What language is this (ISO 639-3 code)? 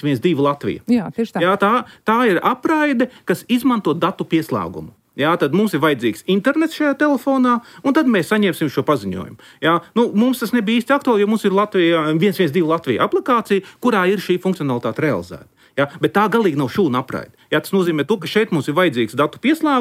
lav